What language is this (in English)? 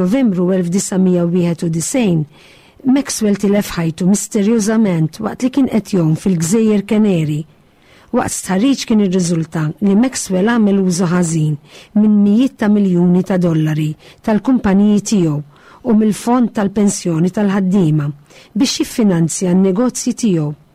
Maltese